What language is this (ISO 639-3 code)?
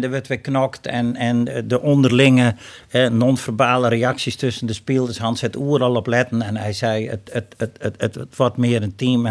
fry